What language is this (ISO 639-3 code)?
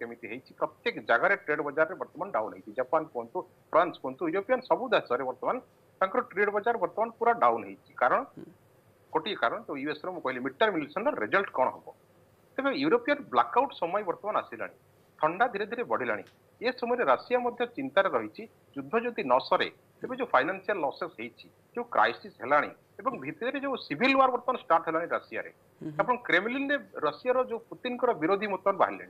ori